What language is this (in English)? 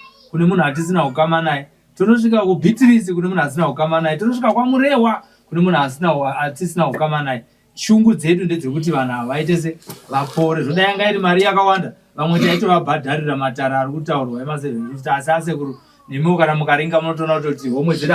Shona